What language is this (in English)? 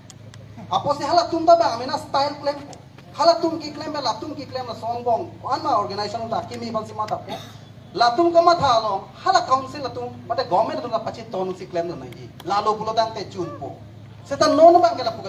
Karbi